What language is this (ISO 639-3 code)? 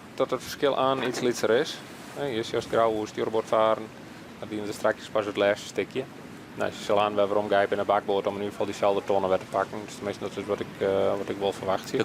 fry